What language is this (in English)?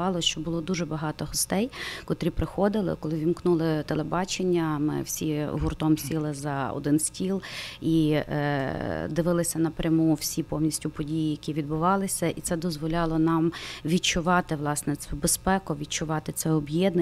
Ukrainian